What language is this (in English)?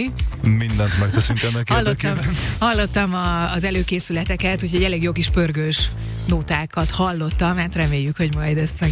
Hungarian